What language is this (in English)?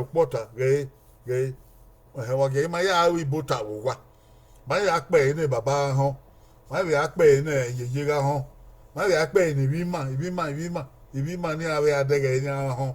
Bini